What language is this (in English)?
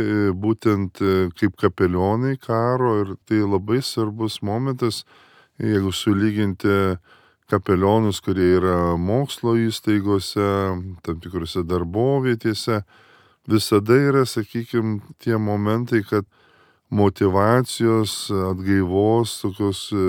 Lithuanian